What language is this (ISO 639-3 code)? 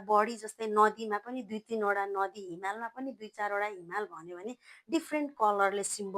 nep